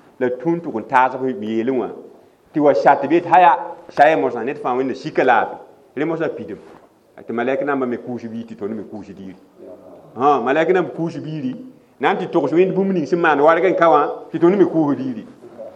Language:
Mossi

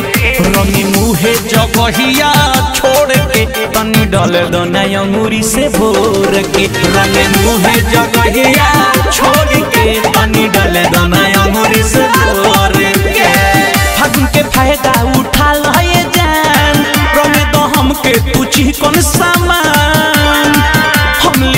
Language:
Bhojpuri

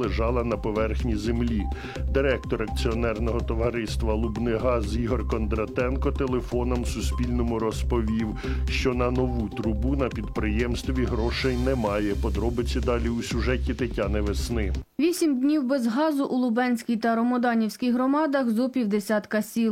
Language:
Ukrainian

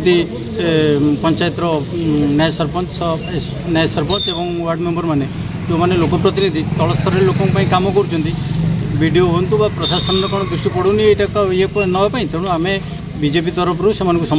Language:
Odia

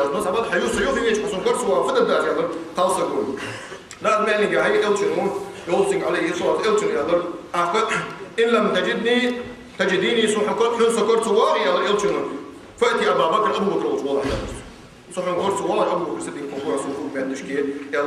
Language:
Ingush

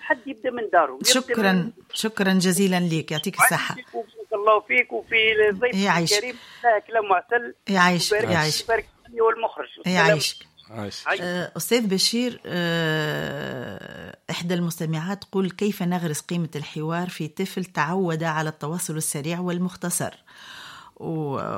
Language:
Tunisian Arabic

